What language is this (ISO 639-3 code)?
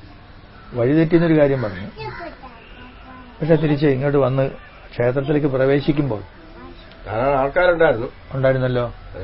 mal